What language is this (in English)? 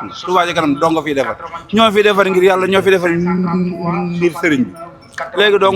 Wolof